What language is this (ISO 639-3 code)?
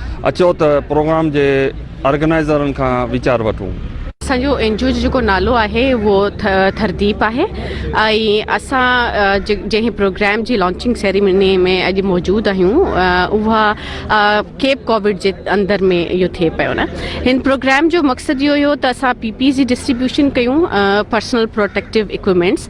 snd